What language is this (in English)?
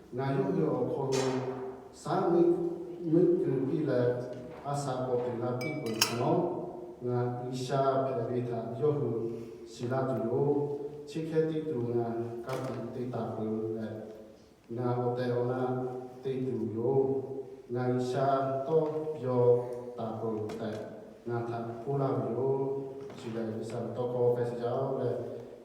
Lahu